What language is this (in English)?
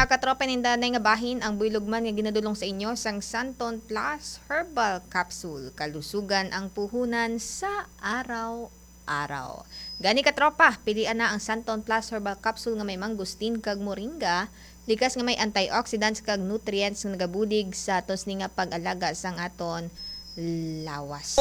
Hiligaynon